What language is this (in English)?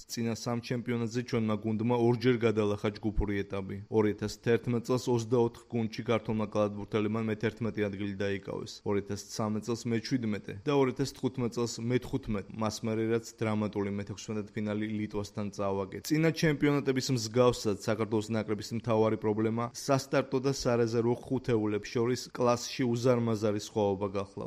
Georgian